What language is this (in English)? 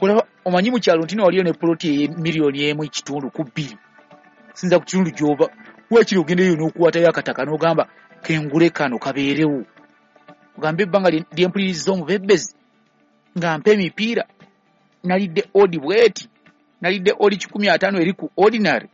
Ganda